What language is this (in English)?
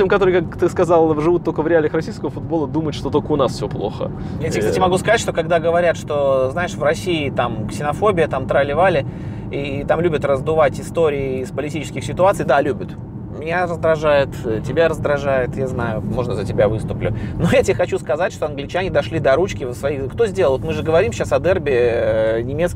Russian